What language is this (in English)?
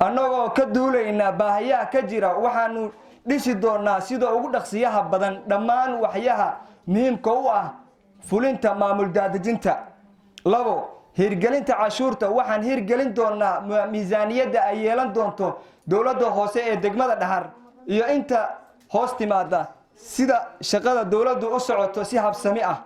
Somali